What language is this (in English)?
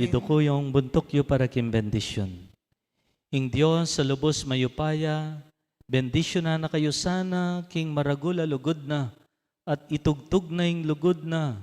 Pampanga